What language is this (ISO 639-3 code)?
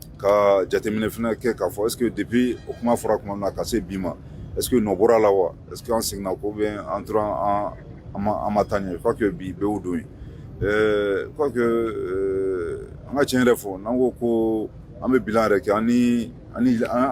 bam